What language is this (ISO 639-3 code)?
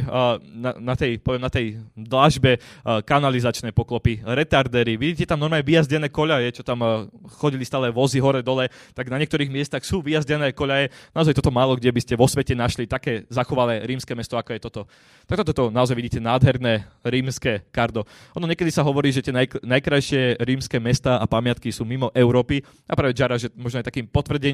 slk